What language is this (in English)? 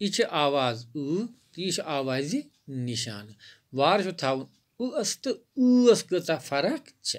Kashmiri